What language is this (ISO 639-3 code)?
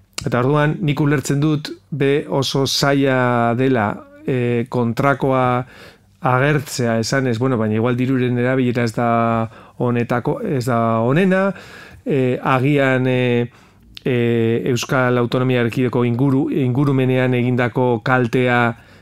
eus